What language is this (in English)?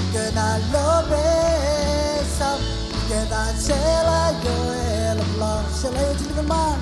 Marshallese